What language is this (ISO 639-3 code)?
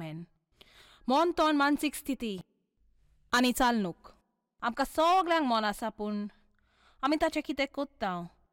kok